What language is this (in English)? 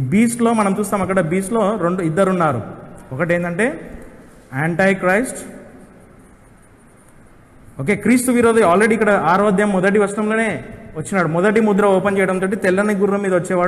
Telugu